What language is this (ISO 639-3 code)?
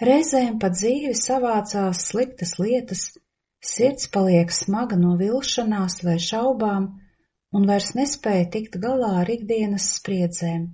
lav